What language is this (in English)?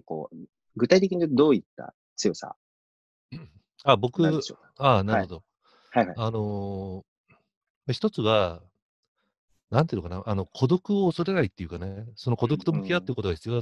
Japanese